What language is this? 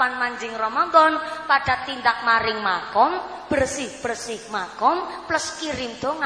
Javanese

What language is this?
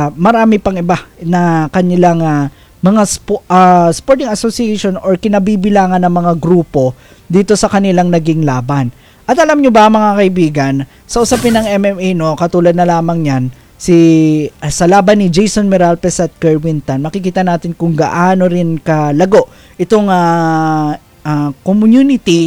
Filipino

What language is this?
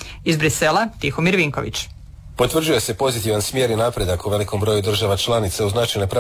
Croatian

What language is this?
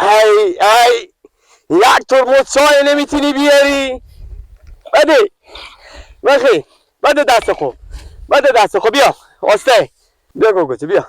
Persian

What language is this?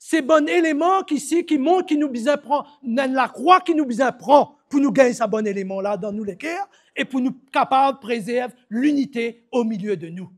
Morisyen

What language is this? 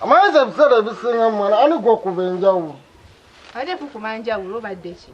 Ganda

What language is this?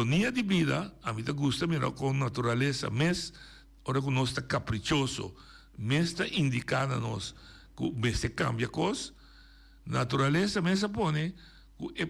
Papiamento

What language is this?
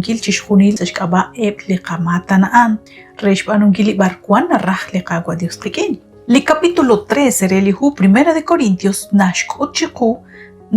Kekchí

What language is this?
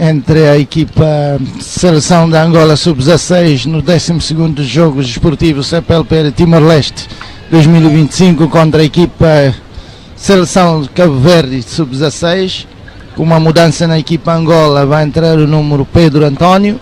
Tetum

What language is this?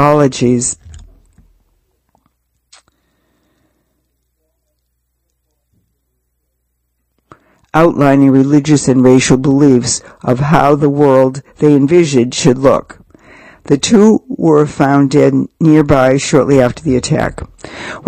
English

